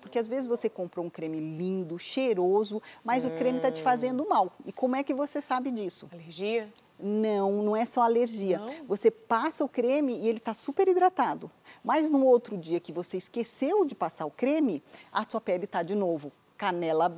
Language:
Portuguese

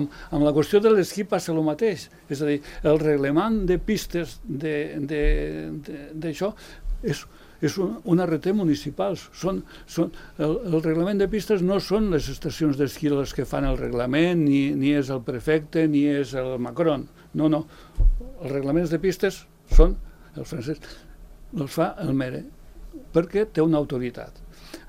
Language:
Catalan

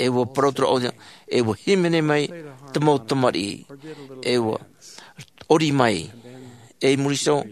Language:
Tahitian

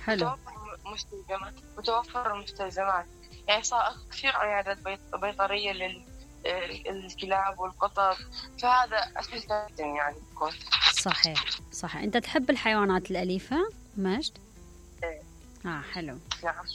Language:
Mesopotamian Arabic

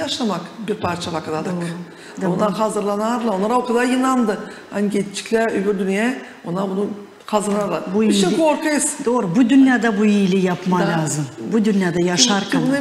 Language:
Gagauz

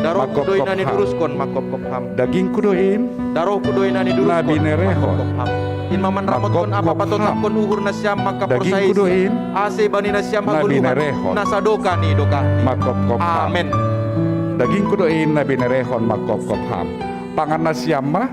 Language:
Batak Simalungun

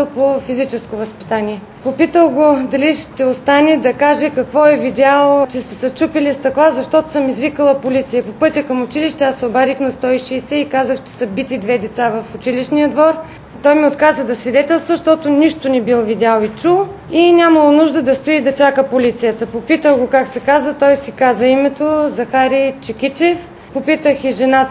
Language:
Bulgarian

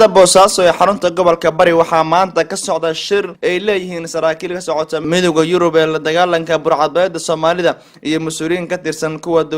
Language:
Somali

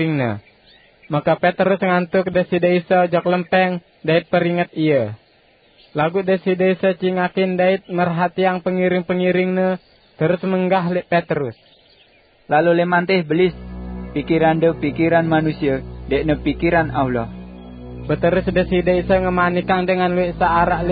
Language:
Sasak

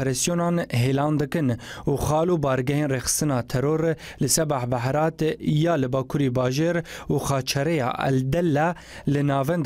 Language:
Kurdish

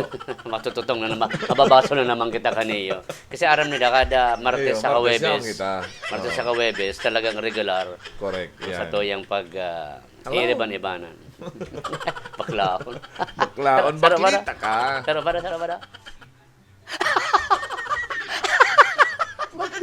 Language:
Bikol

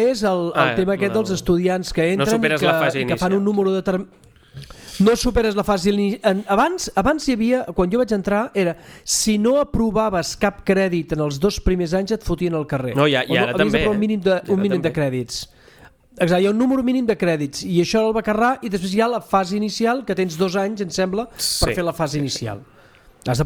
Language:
Catalan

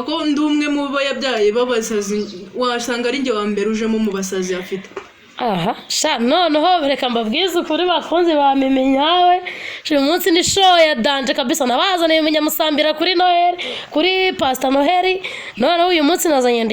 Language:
Kinyarwanda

